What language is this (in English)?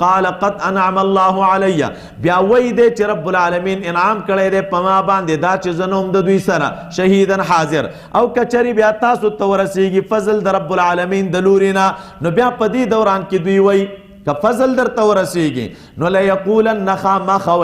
Pashto